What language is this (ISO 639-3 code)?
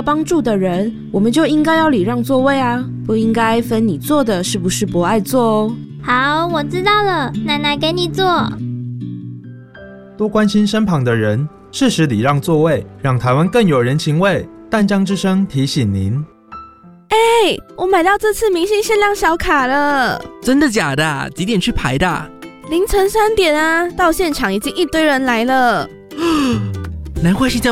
zho